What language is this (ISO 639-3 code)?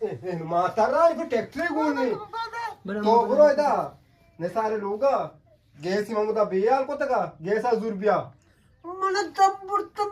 bgp